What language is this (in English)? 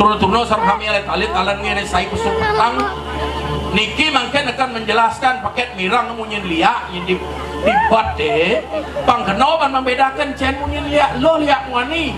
Balinese